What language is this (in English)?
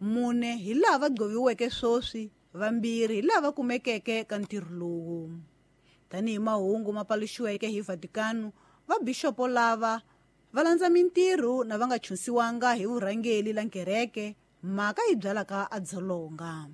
Tsonga